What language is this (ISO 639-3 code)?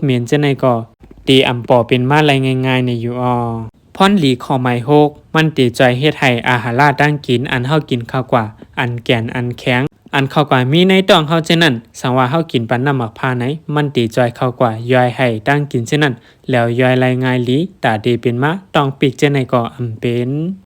shn